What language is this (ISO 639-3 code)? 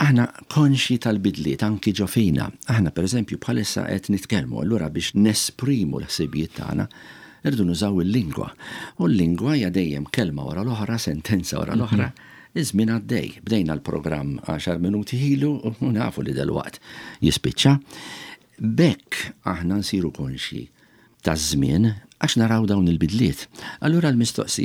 mlt